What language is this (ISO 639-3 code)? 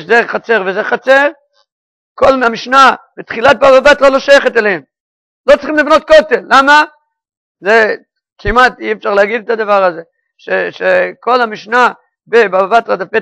heb